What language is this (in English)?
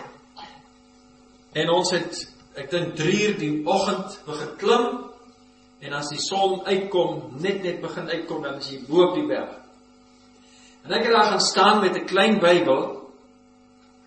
Afrikaans